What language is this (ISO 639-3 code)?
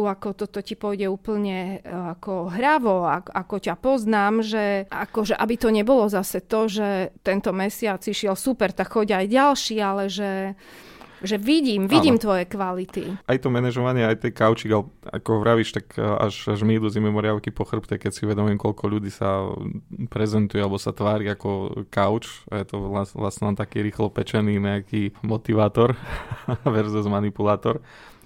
slk